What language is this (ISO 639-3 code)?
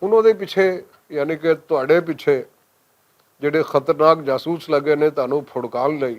lah